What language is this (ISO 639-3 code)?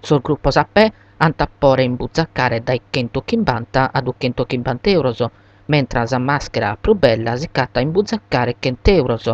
srd